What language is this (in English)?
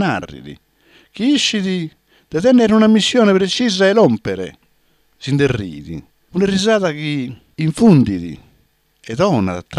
Sardinian